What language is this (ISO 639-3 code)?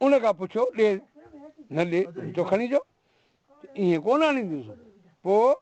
snd